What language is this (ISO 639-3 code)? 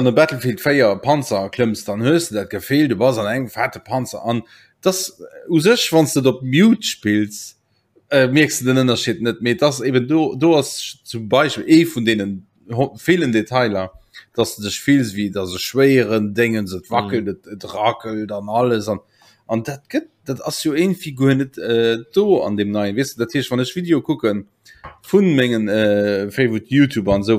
ltz